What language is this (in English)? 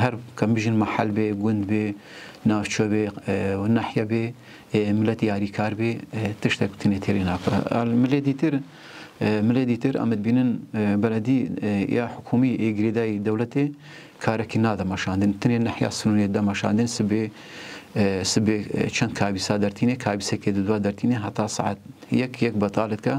Kurdish